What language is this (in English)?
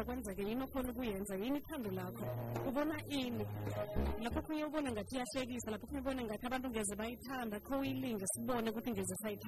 South Ndebele